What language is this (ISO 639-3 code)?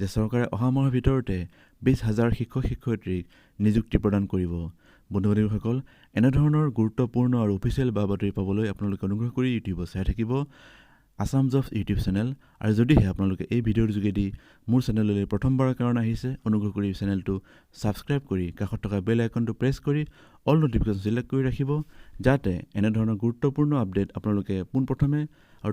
asm